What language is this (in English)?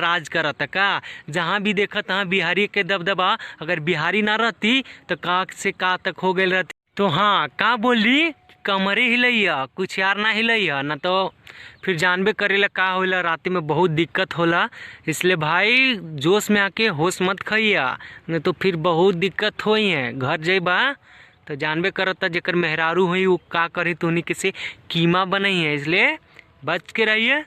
Bhojpuri